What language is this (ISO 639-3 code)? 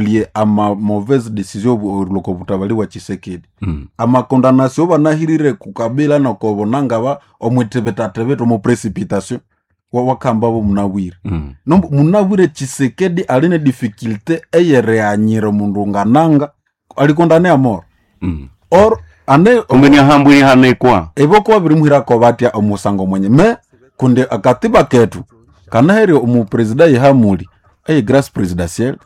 nnb